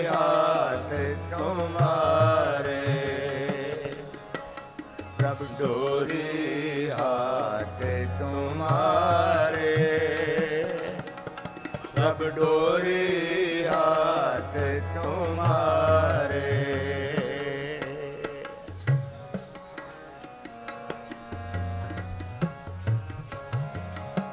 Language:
Punjabi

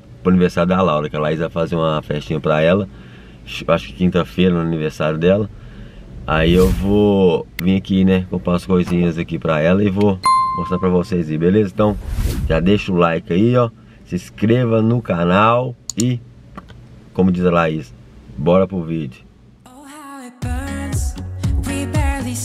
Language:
Portuguese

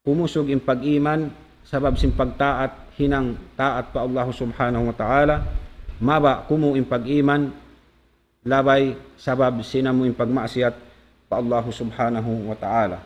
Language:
Tausug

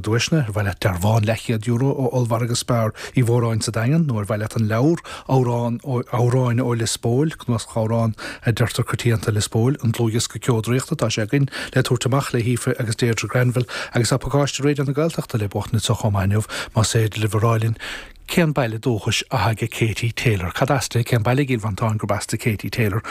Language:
Irish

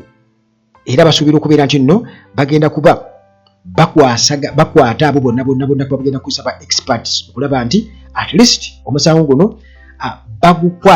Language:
Ganda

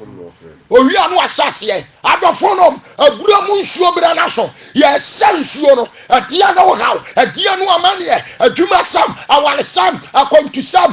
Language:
Akan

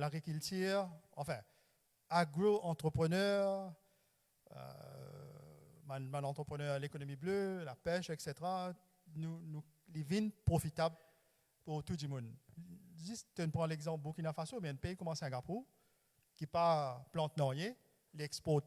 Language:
Morisyen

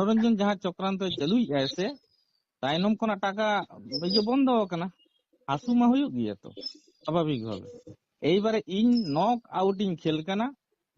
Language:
Santali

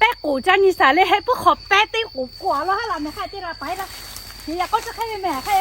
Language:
Lahu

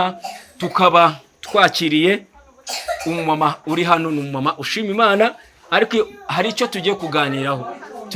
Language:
Kinyarwanda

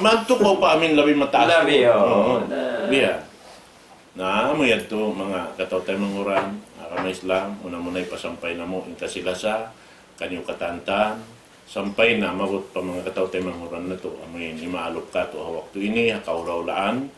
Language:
Tausug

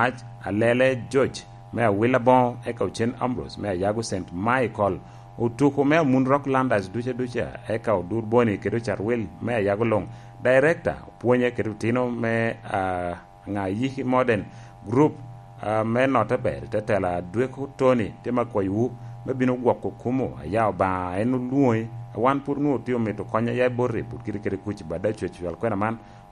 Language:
Lango (Uganda)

